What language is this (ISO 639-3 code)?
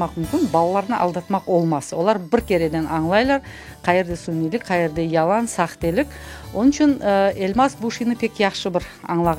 crh